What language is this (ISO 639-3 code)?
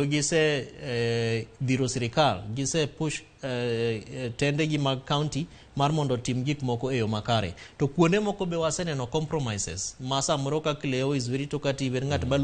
luo